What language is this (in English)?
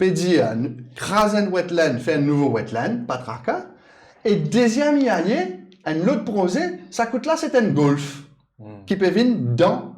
Morisyen